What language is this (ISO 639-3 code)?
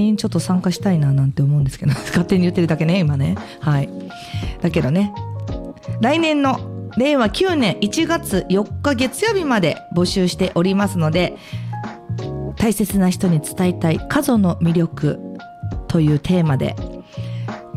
jpn